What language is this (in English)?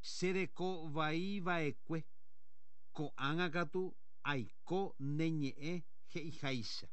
Guarani